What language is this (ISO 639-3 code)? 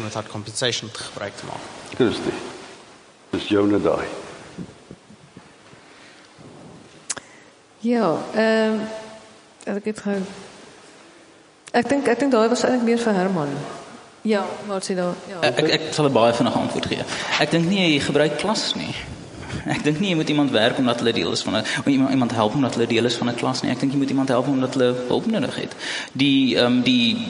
afr